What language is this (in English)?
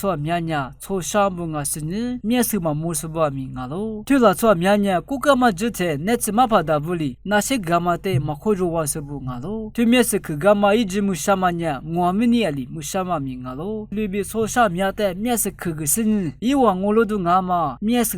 Lisu